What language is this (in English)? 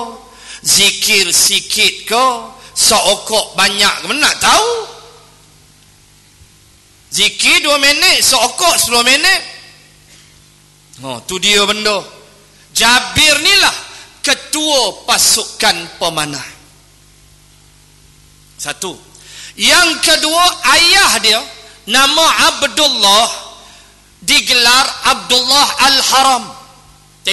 Malay